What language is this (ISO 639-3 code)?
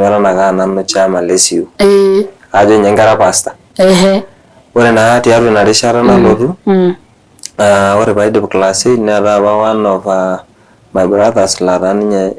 mas